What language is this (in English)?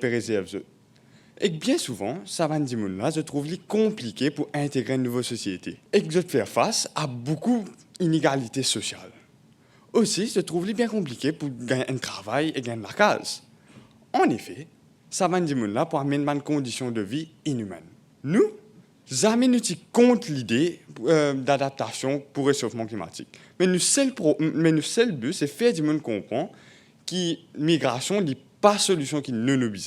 Morisyen